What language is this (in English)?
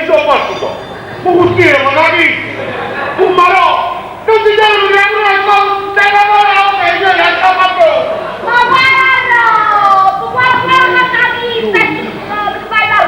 Neapolitan